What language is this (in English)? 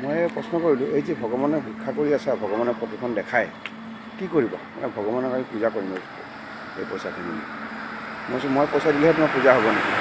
Assamese